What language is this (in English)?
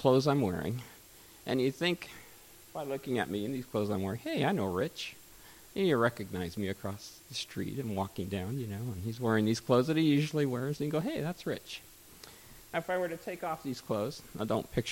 English